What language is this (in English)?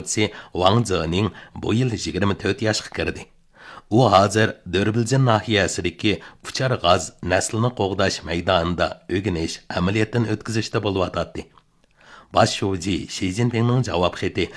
Uyghur